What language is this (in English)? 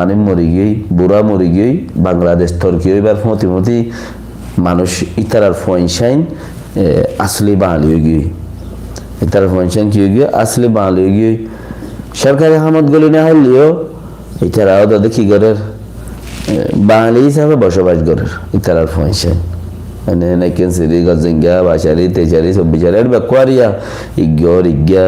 Rohingya